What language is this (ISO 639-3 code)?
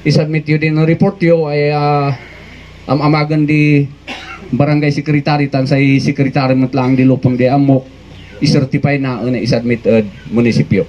kne